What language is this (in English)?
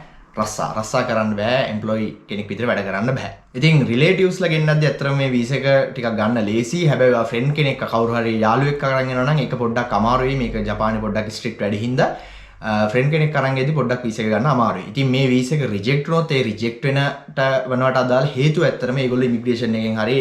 Sinhala